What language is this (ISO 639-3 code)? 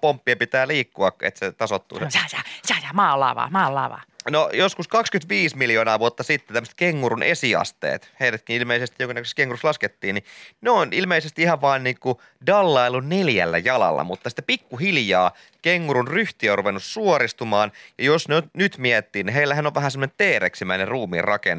fin